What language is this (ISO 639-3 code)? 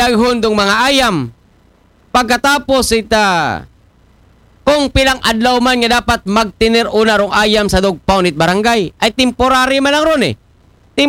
akl